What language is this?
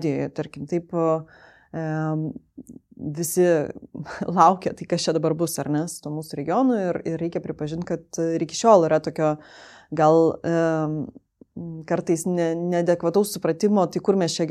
Lithuanian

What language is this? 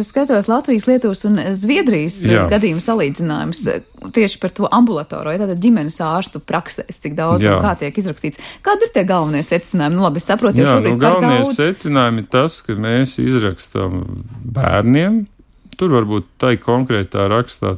Latvian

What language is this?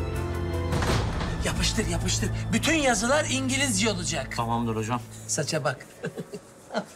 Turkish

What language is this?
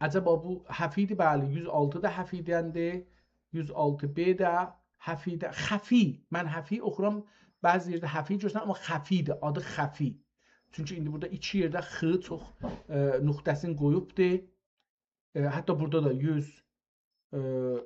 South Azerbaijani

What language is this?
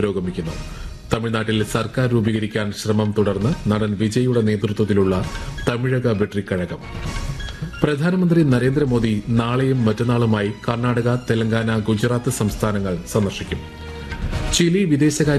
Malayalam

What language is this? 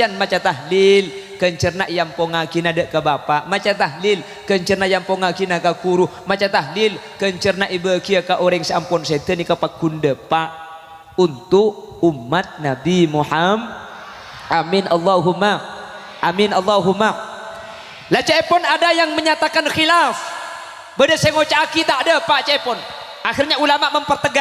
Madurese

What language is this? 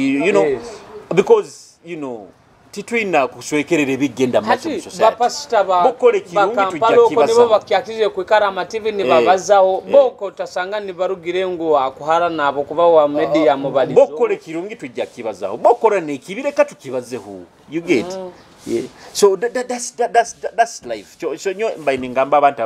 Nyoro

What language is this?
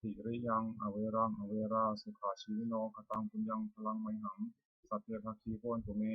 Pali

